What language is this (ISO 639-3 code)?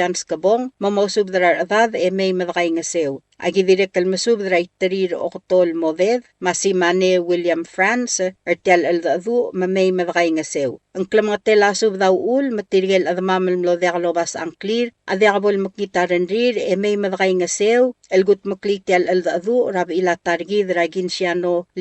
pau